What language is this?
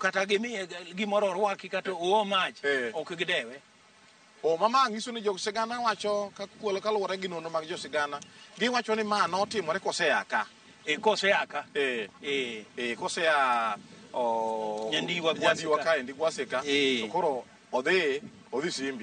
Luo (Kenya and Tanzania)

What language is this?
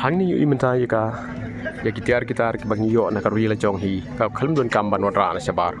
Khasi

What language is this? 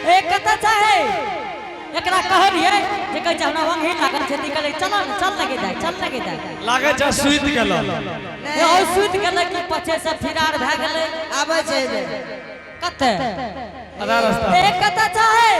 Angika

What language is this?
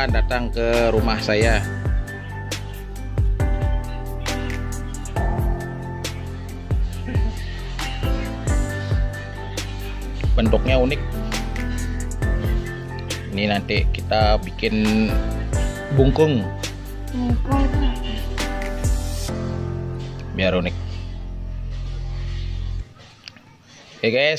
Indonesian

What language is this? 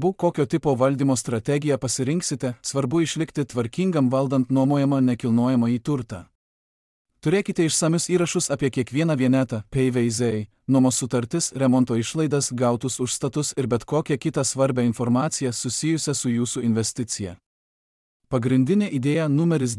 Lithuanian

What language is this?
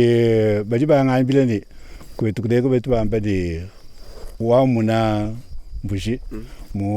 Luba-Lulua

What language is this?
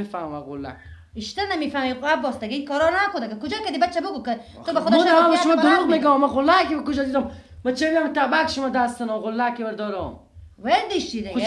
Persian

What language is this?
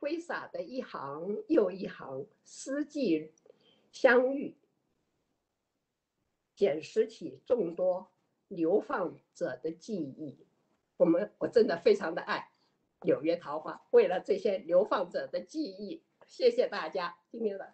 Chinese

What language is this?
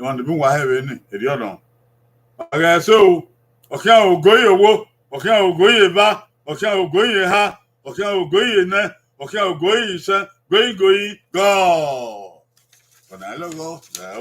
Bini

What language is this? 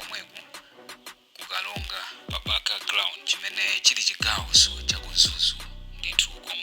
Nyanja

